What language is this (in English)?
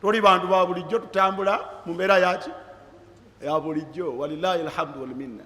Ganda